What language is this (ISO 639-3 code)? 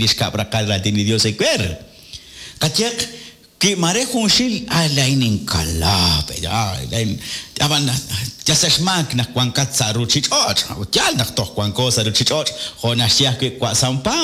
kek